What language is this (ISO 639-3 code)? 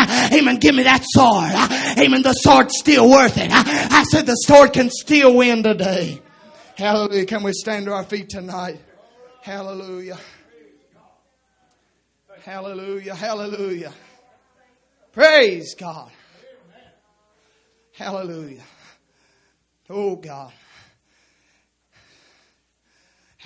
eng